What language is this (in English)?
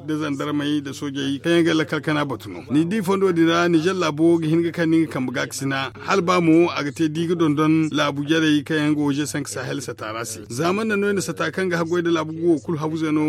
Zarma